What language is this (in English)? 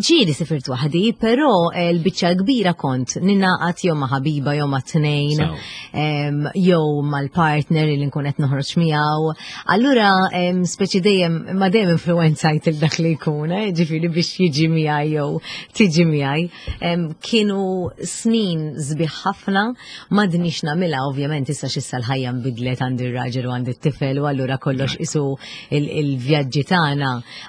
Maltese